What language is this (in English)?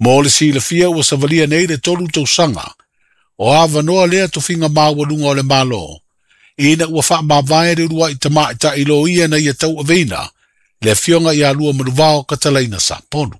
Samoan